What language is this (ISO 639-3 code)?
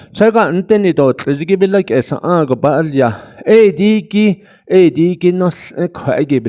nav